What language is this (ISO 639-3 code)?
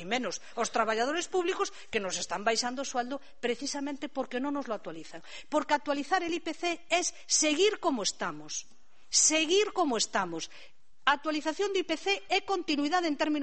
glg